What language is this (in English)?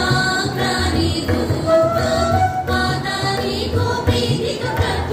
Telugu